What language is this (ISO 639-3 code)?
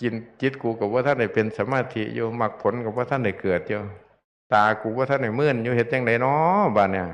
tts